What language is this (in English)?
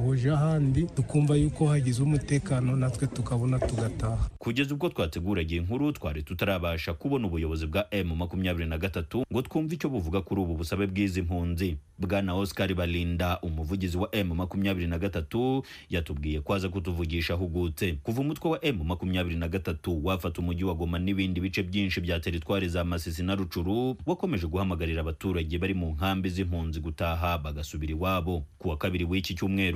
Kinyarwanda